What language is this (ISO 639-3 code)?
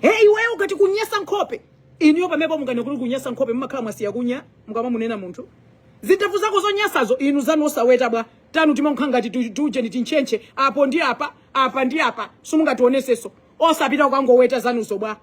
nya